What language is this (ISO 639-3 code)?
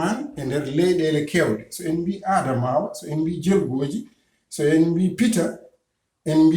ful